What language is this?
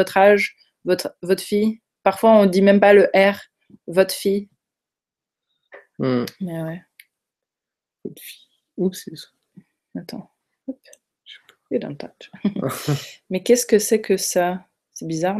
French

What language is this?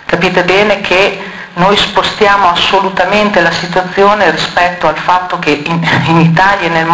Italian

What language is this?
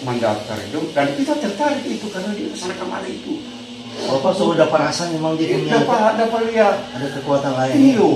Manado Malay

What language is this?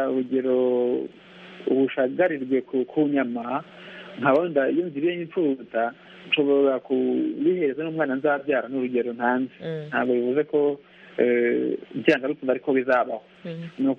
Kinyarwanda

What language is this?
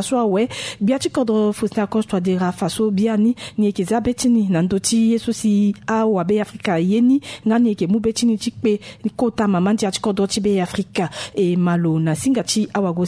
Sango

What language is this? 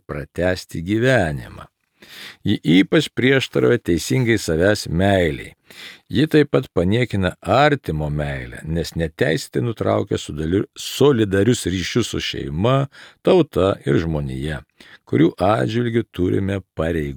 Lithuanian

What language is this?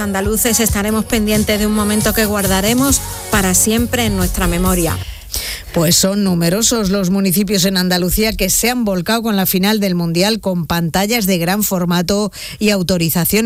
Spanish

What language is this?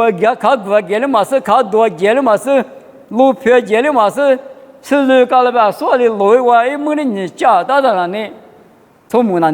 Lisu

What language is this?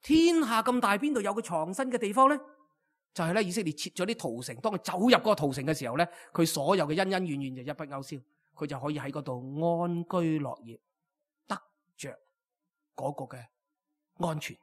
Cantonese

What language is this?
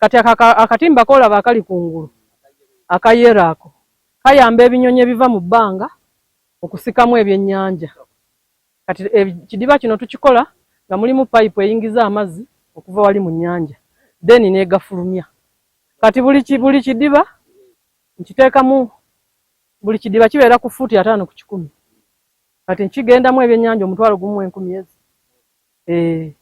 Ganda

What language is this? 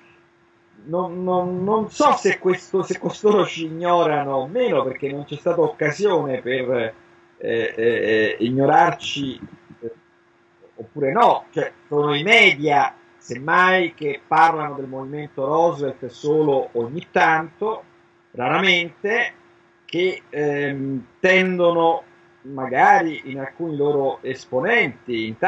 Italian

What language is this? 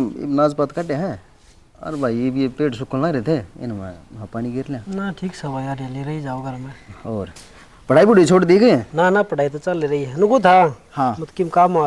Haryanvi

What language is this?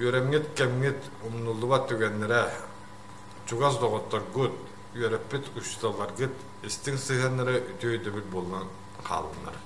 Yakut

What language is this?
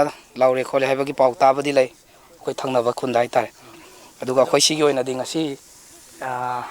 Manipuri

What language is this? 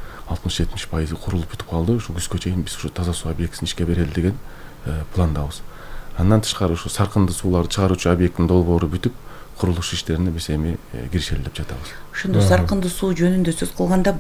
Kyrgyz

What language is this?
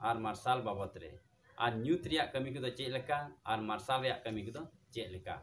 Santali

